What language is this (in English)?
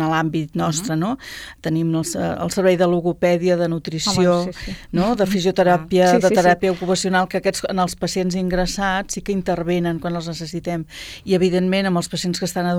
Catalan